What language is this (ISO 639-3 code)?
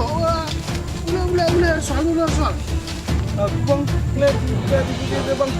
btx